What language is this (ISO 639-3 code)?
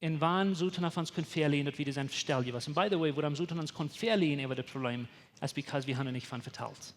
pdt